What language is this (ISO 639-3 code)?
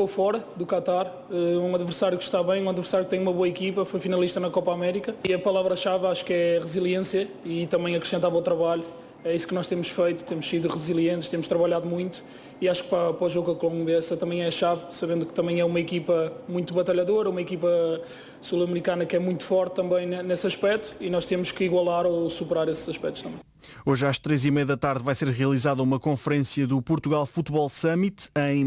por